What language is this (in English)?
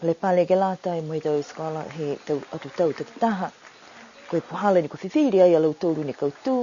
Niuean